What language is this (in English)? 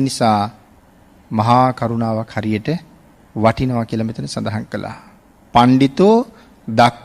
Sinhala